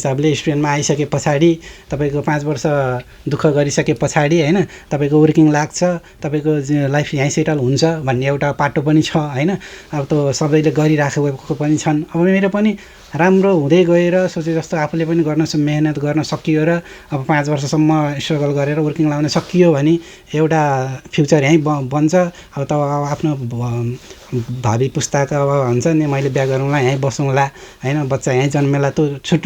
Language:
Nepali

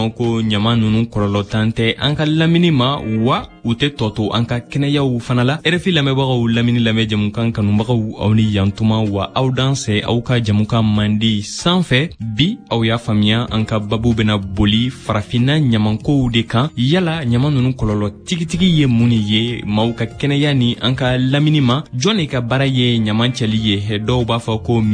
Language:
Bambara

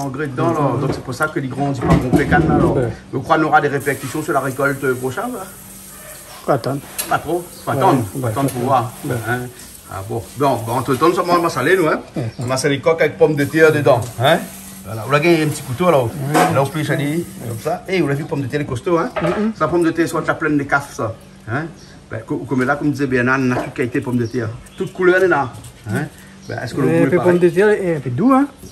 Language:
Réunion Creole French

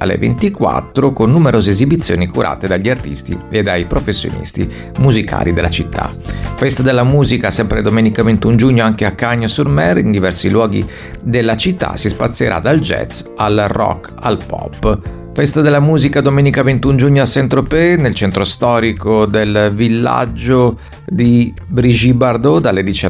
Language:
Italian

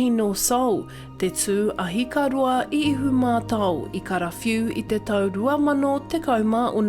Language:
Māori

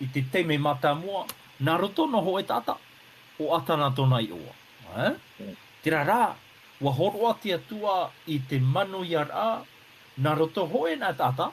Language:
Tahitian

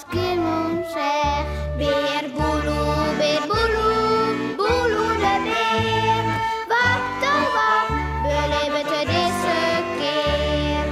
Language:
Western Frisian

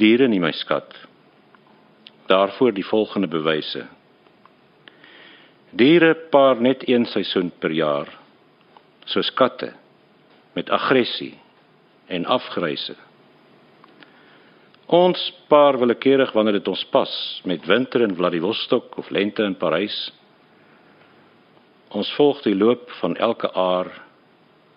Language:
Afrikaans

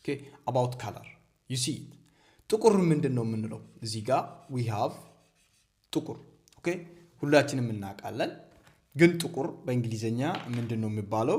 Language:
Amharic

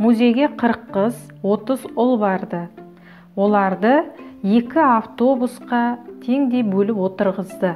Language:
Kazakh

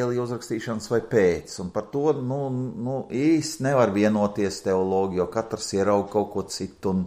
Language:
Latvian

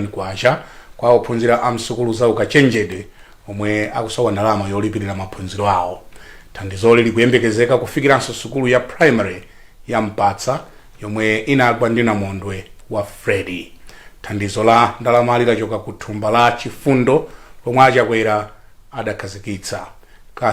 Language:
Nyanja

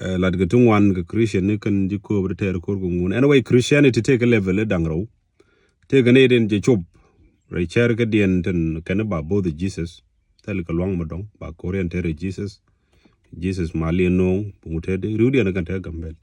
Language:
Nuer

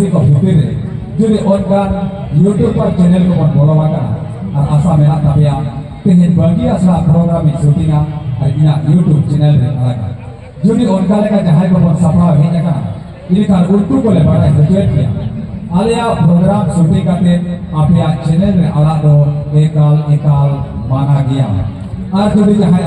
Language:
Santali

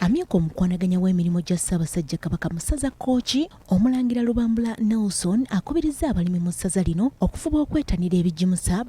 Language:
Ganda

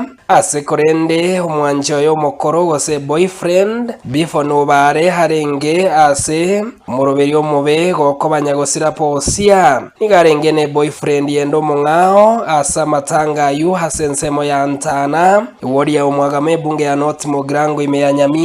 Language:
Gusii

